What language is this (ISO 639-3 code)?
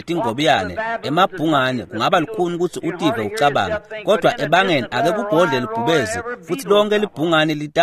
ssw